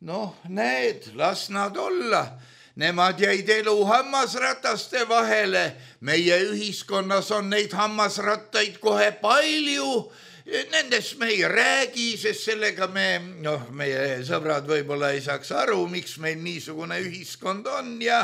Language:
Estonian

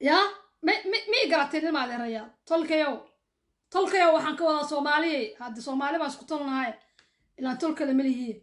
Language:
Somali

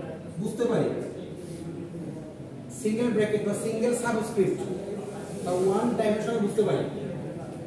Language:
Bangla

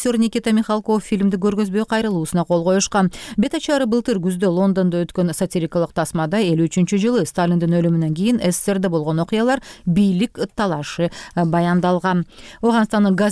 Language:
Kyrgyz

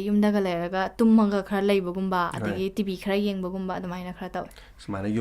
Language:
Manipuri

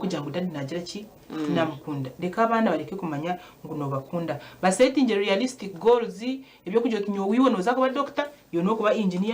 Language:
Nyankole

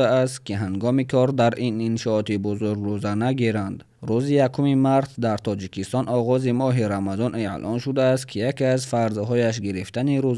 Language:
Tajik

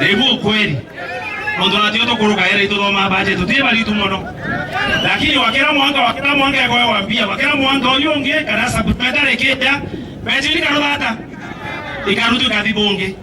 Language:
Meru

